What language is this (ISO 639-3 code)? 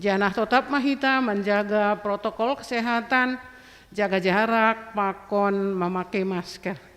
bts